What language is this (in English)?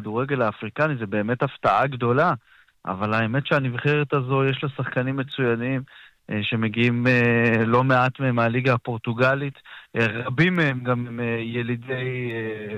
Hebrew